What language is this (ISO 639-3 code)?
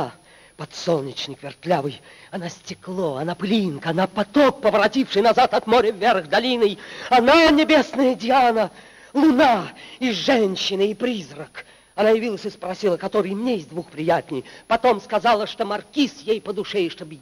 rus